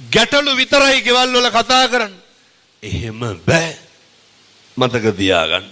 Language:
Sinhala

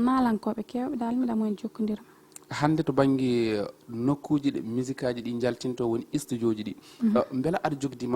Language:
Fula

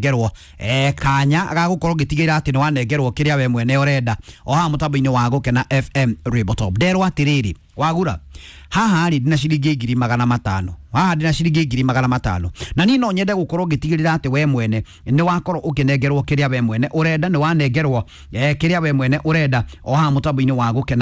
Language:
Kikuyu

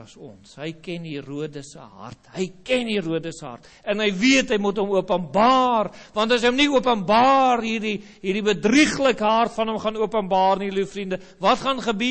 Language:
Afrikaans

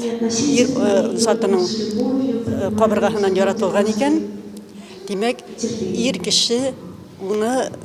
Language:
Bashkir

